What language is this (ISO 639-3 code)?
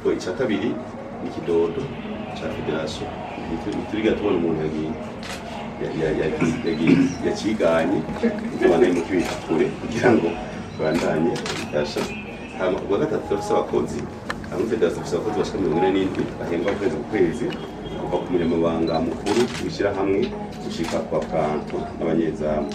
run